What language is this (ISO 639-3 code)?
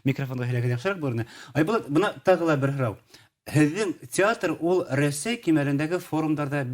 bak